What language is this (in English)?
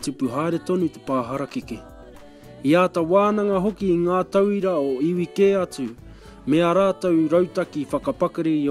Māori